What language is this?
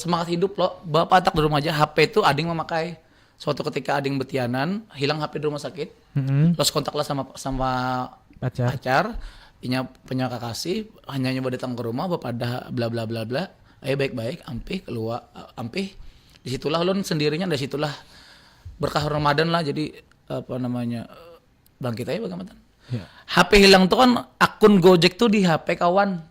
Banjar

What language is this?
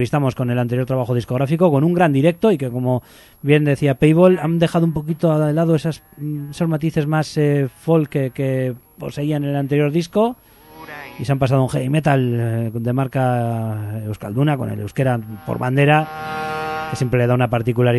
Spanish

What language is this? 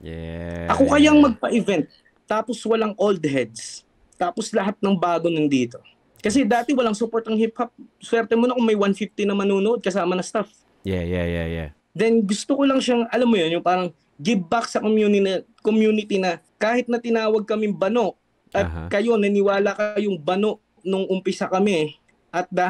Filipino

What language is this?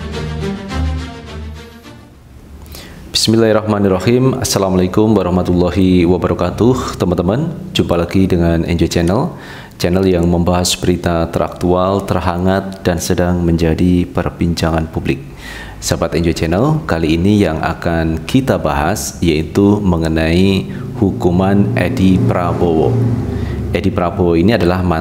Indonesian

